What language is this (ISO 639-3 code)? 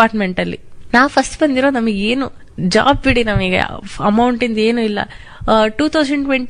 kan